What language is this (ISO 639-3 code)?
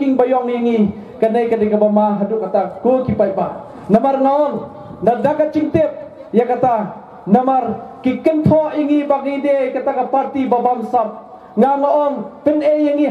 kha